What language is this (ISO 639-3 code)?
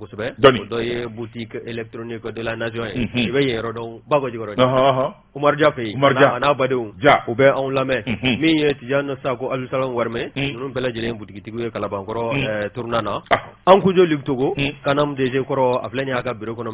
bam